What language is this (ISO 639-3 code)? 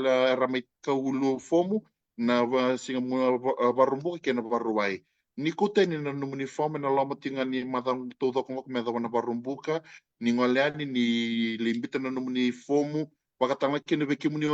fij